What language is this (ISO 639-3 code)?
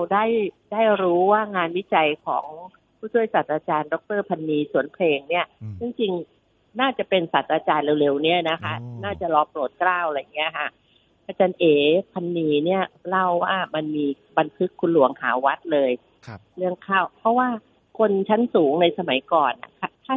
tha